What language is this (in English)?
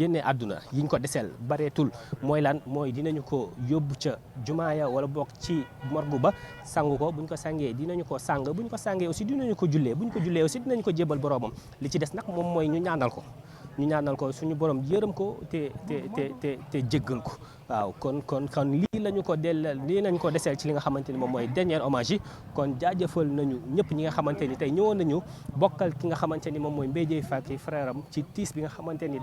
Wolof